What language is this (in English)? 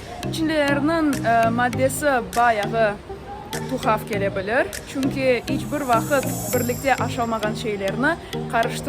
Crimean Tatar